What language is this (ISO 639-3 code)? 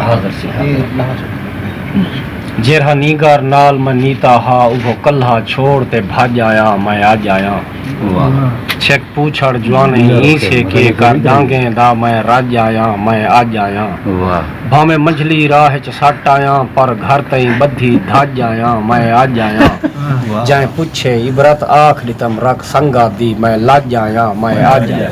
skr